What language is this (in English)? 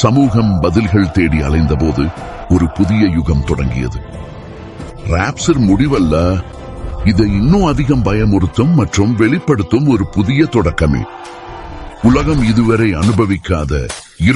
Tamil